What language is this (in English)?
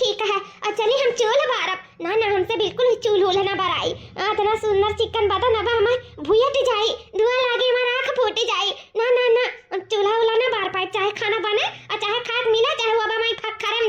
Awadhi